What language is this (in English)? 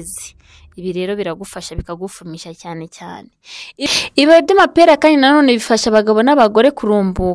Kinyarwanda